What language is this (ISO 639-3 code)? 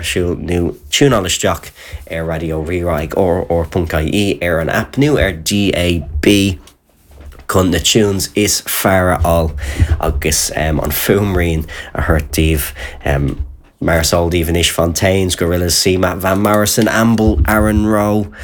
gle